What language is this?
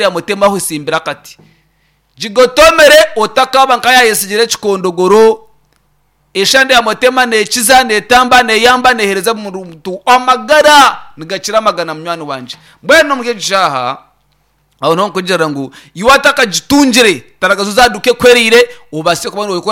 Nyankole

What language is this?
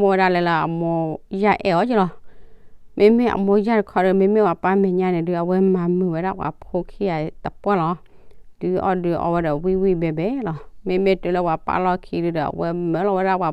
S'gaw Karen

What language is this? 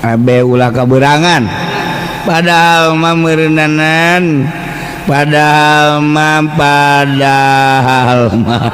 Sundanese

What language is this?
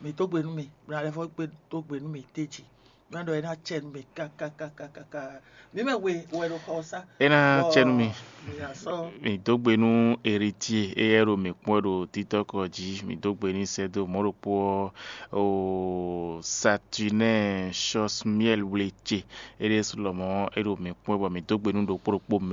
Fon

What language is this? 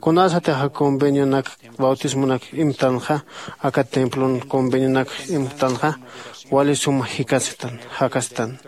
Aymara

